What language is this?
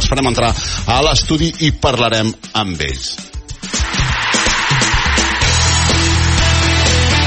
Catalan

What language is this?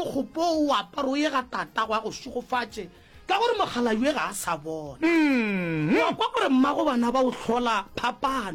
Northern Sotho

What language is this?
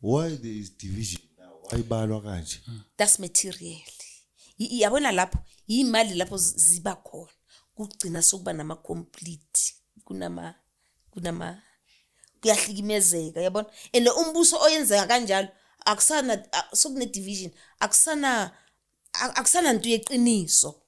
Zulu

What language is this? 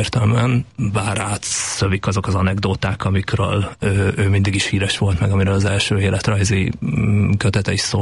Hungarian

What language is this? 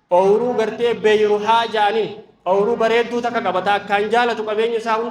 Oromo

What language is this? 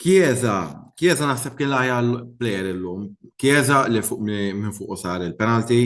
Maltese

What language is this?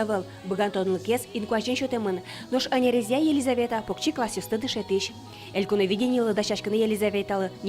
Udmurt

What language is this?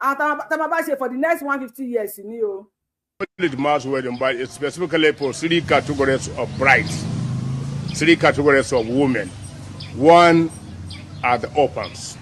Yoruba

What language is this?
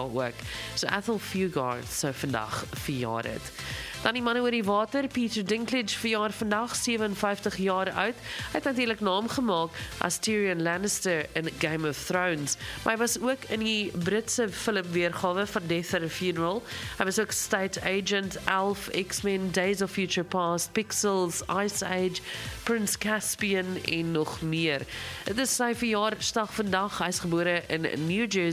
Afrikaans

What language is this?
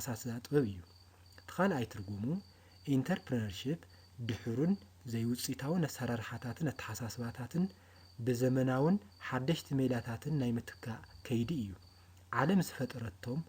Tigrinya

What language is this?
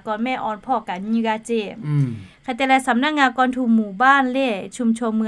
Lahu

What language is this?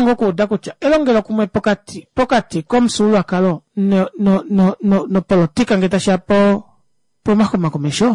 Kuanyama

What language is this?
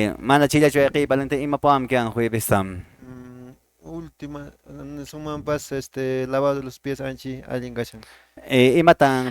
Quechua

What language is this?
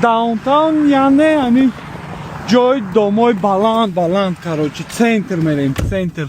Tajik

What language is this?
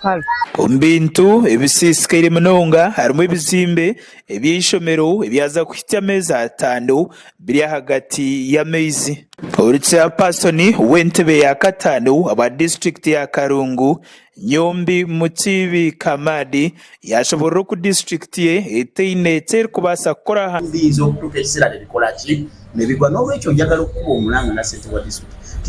Nyankole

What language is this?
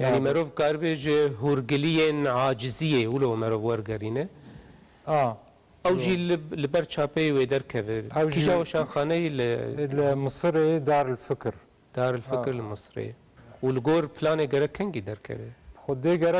Kurdish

